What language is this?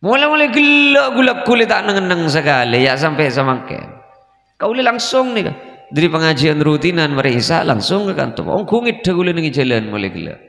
Madurese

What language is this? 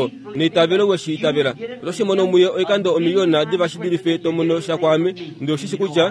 Kuanyama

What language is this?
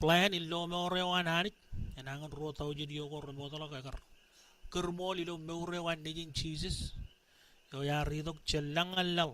Marshallese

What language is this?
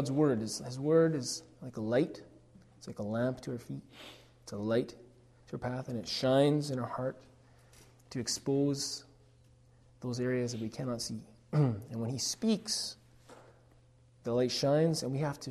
English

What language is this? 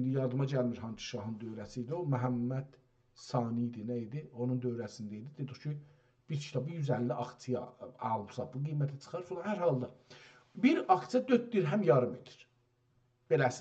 South Azerbaijani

